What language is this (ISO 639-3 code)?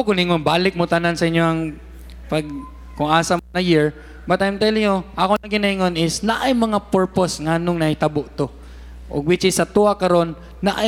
ceb